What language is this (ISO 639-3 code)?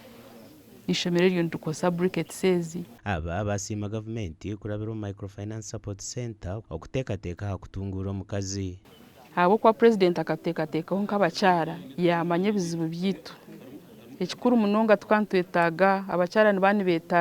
nyn